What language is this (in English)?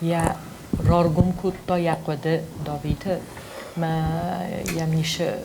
Ossetic